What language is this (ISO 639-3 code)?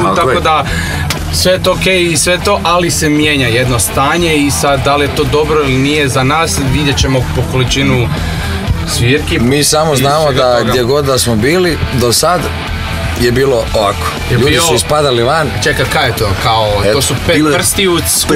hrv